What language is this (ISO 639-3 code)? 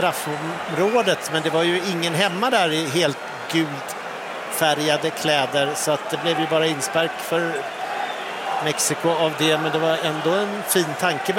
swe